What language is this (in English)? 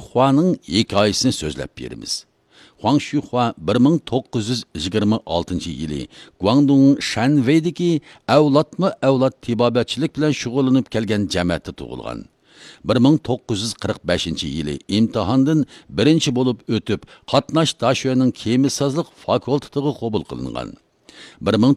Uyghur